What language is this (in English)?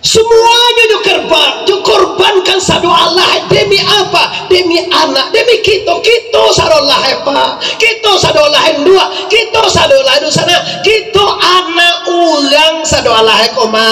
Minangkabau